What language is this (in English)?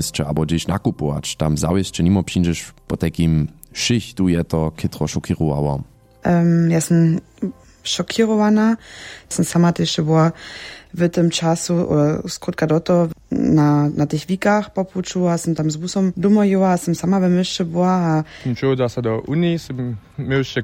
Upper Sorbian